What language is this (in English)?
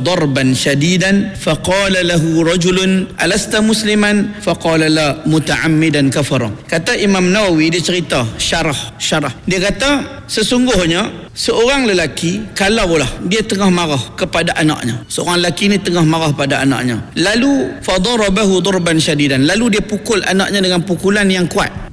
Malay